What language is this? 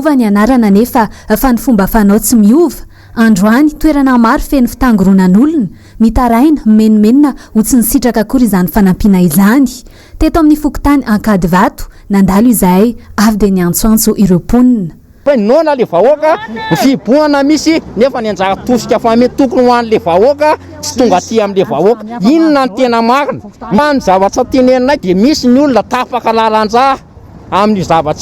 Malagasy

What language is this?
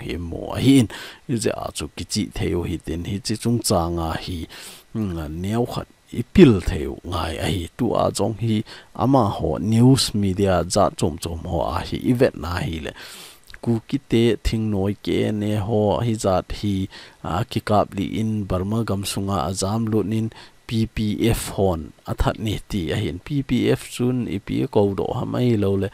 Thado Chin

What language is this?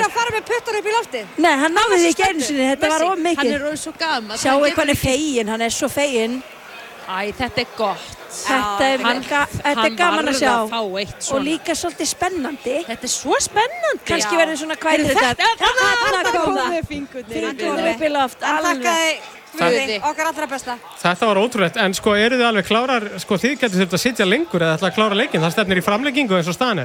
Icelandic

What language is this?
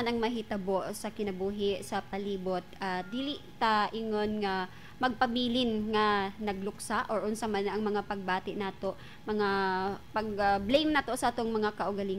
Cebuano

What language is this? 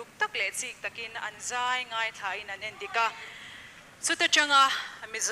Mizo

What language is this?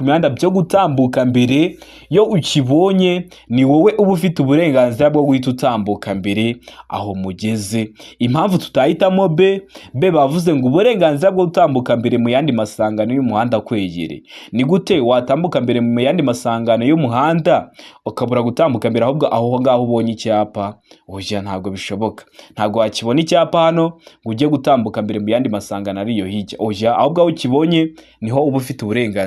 Kinyarwanda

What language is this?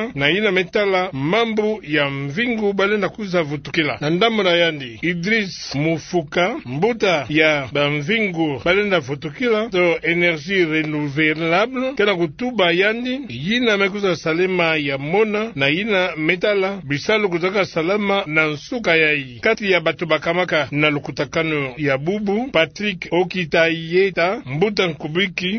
Kituba (Democratic Republic of Congo)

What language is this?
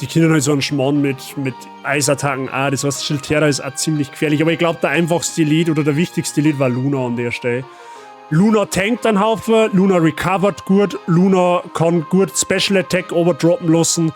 Bavarian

